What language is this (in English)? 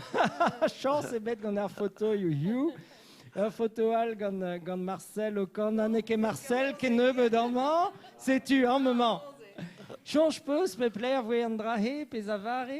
Breton